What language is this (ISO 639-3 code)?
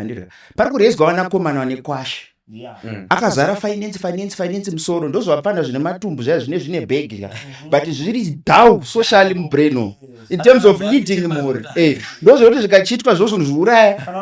sna